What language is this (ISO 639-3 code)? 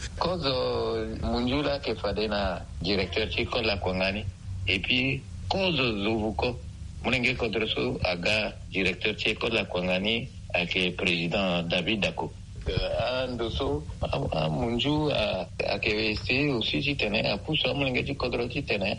sag